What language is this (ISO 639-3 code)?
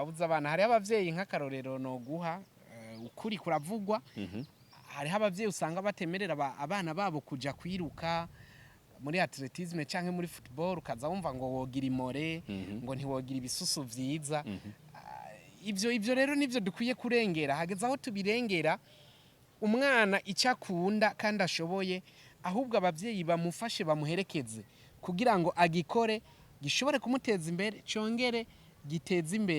run